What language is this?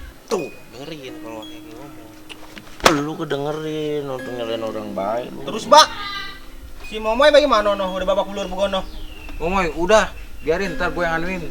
Betawi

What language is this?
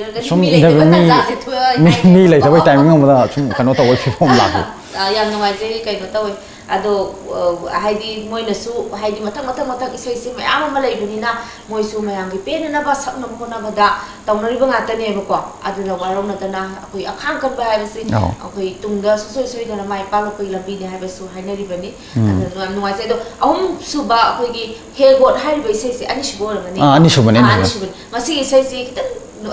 Manipuri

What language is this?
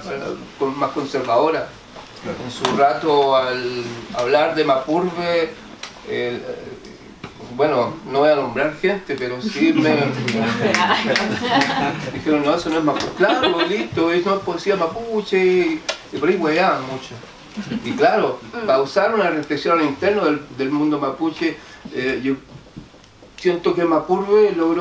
Spanish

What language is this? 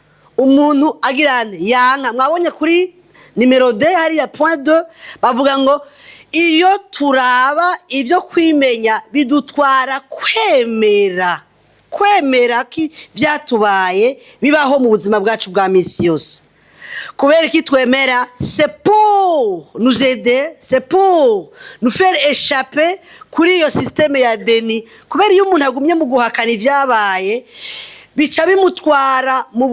Rundi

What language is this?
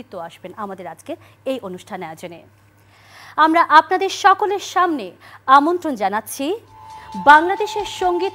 Bangla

